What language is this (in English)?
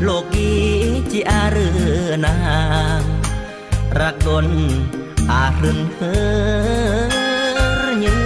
Khmu